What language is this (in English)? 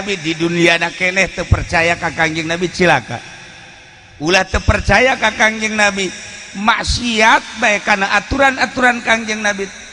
Sundanese